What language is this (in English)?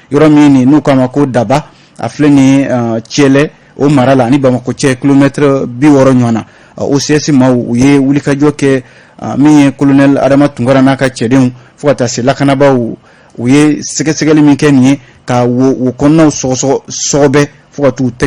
Bambara